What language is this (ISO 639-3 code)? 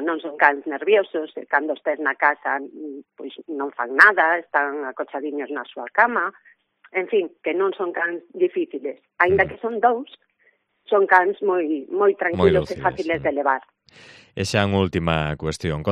glg